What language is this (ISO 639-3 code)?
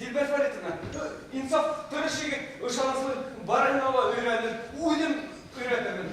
bak